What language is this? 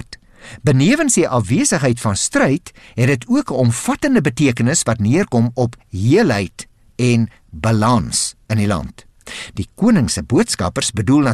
Afrikaans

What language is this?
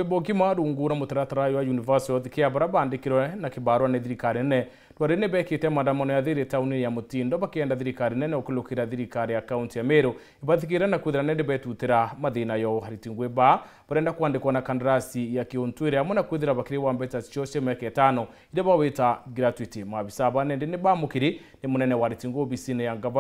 Meru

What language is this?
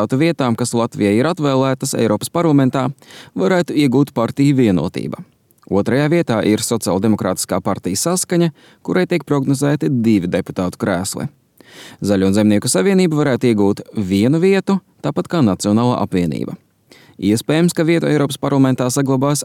Latvian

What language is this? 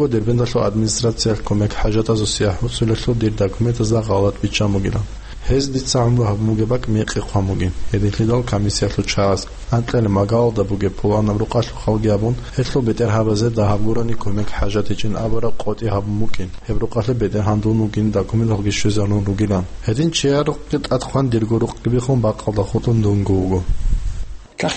Avaric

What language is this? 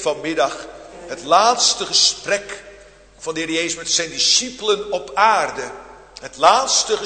Dutch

